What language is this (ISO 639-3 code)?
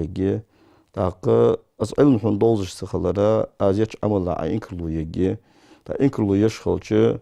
inh